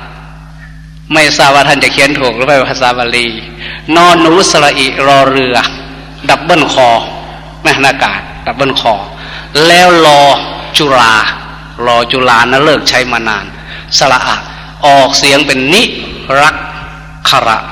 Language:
Thai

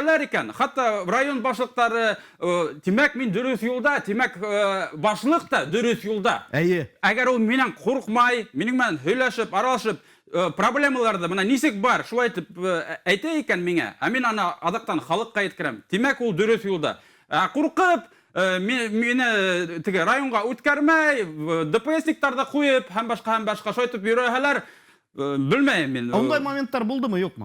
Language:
Bashkir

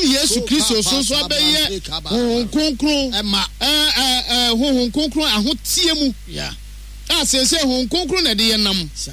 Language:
Akan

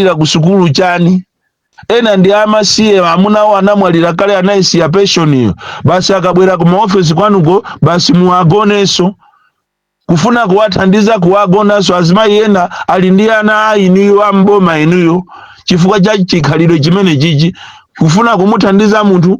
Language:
Nyanja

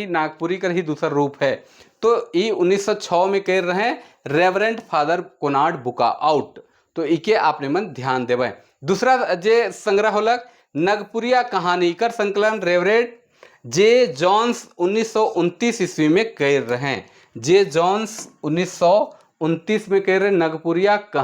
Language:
Sadri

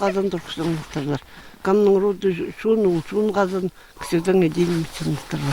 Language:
Khakas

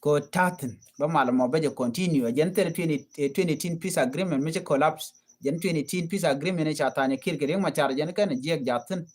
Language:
Nuer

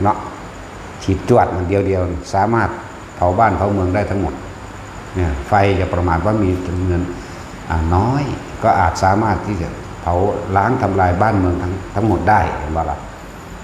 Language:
Northeastern Thai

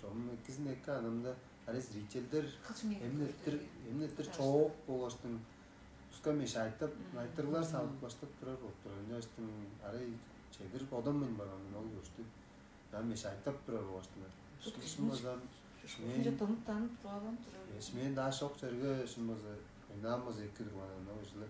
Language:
Tuvinian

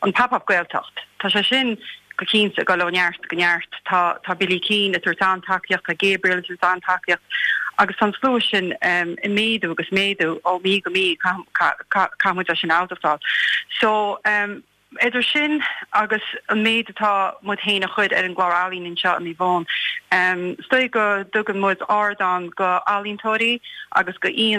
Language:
Irish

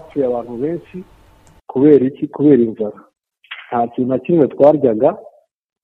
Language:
Kinyarwanda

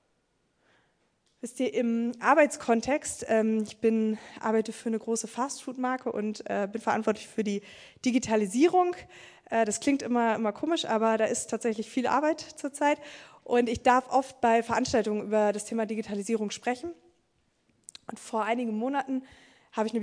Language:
German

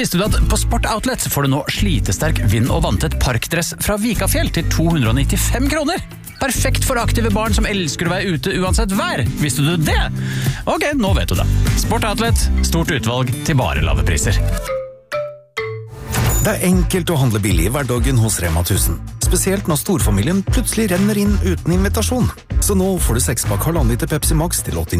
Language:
Norwegian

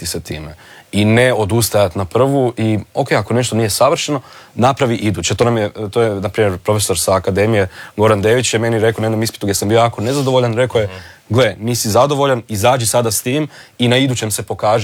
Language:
Croatian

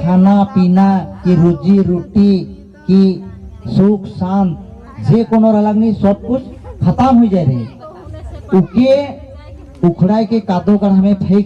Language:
Sadri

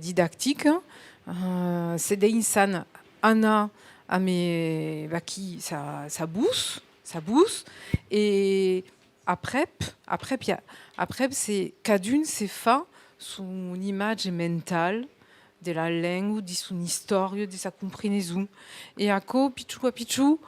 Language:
Occitan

